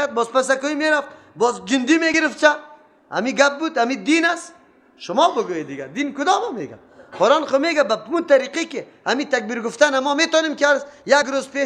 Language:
Persian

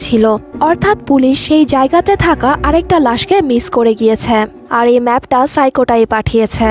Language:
Bangla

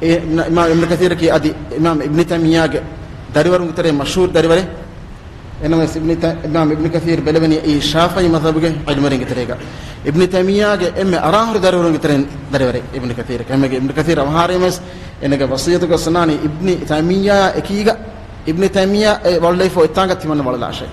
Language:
Divehi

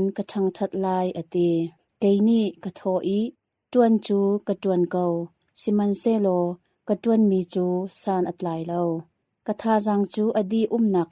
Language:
Hakha Chin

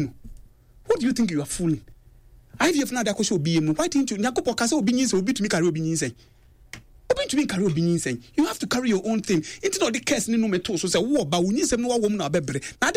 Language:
Akan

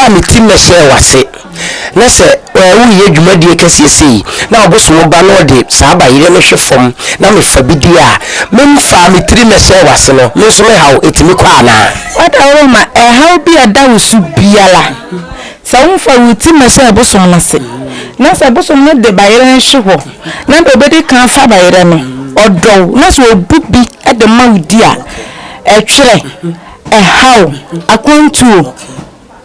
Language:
Akan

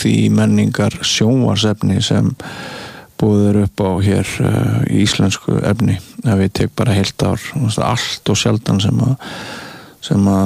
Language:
Icelandic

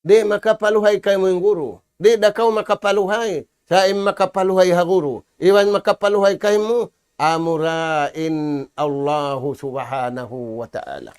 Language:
Tausug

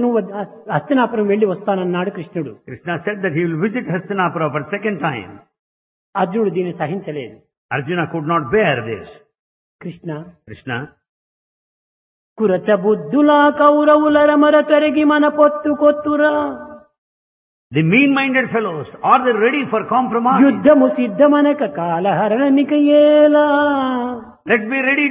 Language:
Telugu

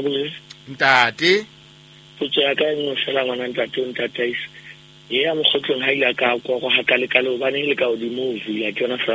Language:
Southern Sotho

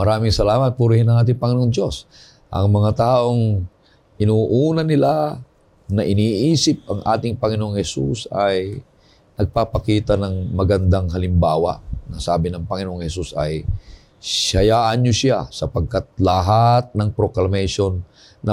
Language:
Filipino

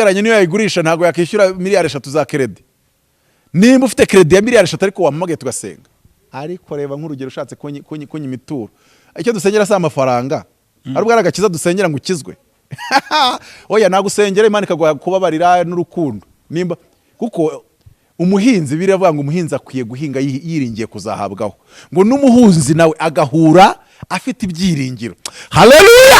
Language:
Kinyarwanda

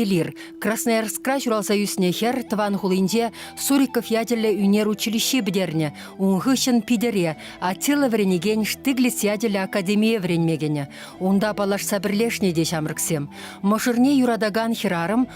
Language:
Chuvash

